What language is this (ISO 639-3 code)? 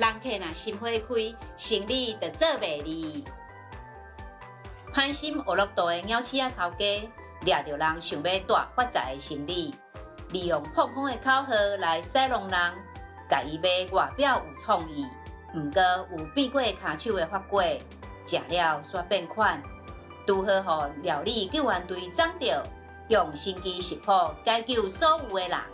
nan